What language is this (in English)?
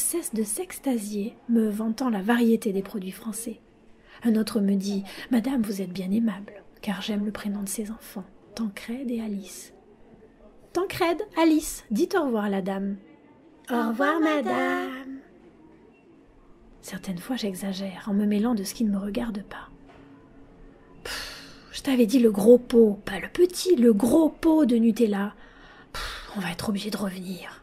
French